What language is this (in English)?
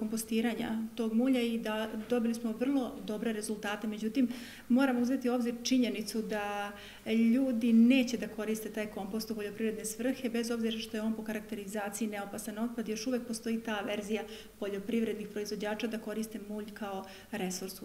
Serbian